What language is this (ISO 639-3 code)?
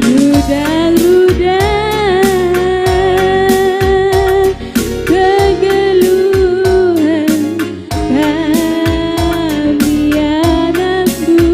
btx